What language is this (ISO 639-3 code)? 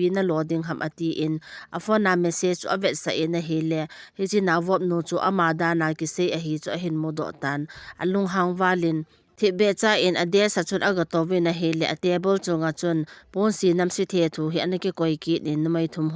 tcz